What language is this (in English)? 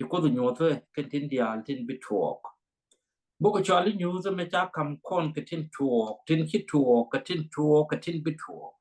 Nuer